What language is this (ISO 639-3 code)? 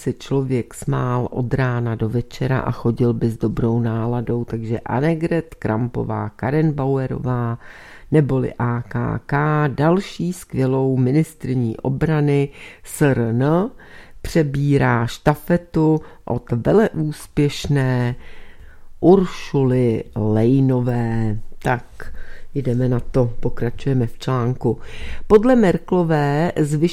ces